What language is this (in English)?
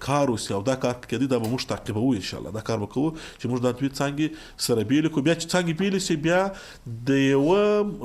Pashto